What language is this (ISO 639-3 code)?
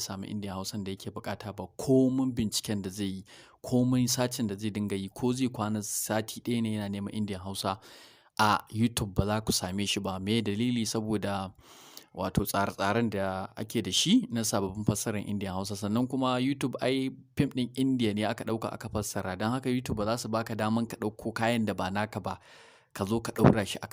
hau